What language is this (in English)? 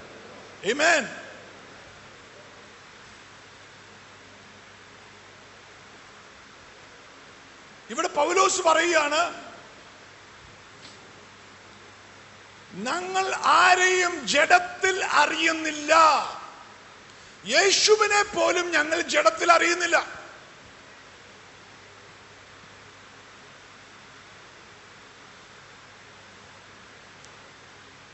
Malayalam